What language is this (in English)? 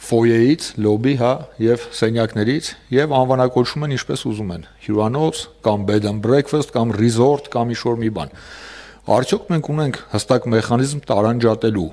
Armenian